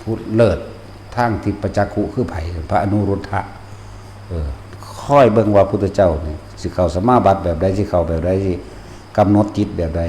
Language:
Northeastern Thai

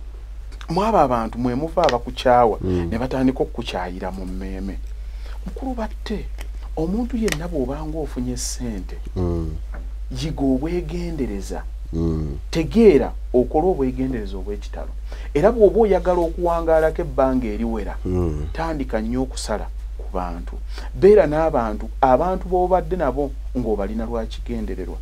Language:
Ganda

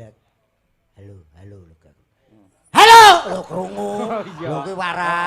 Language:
Javanese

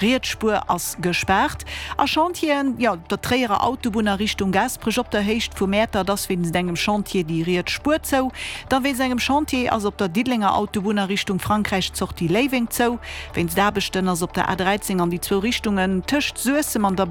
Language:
Luxembourgish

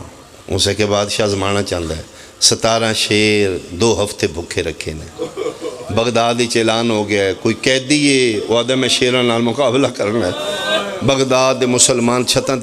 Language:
Pahari-Potwari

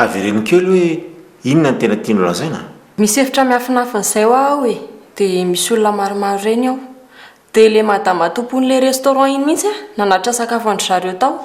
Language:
Malagasy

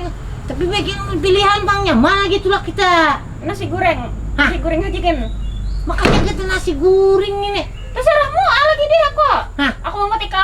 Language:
Banjar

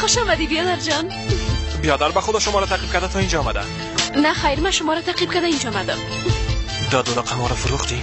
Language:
Persian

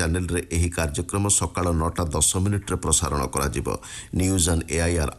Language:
Odia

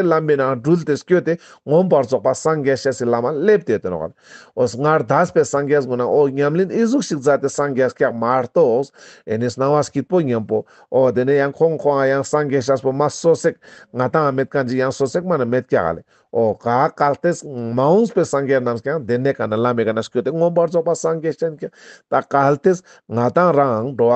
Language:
Ladakhi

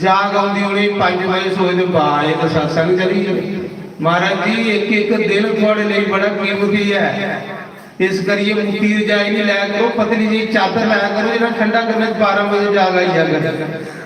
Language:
Dogri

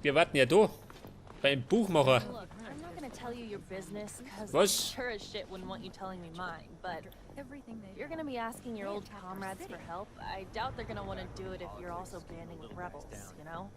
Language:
Bavarian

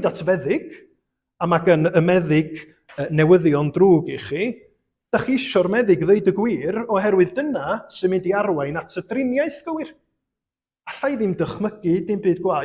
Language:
Welsh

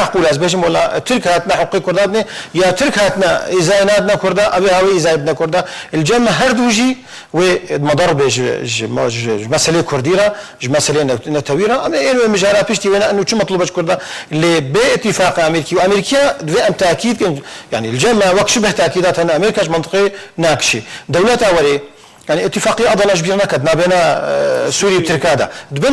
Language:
Kurdish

